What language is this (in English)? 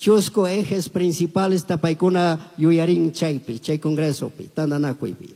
Chimborazo Highland Quichua